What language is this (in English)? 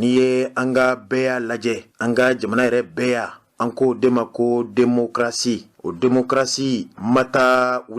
Bambara